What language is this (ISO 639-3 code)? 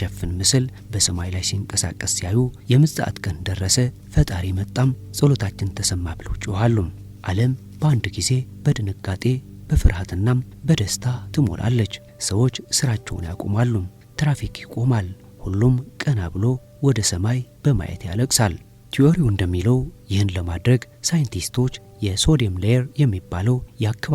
amh